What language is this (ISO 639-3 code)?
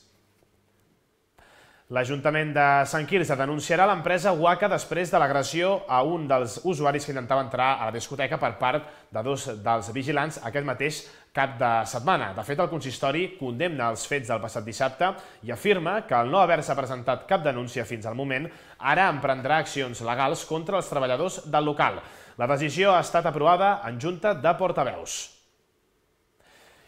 cat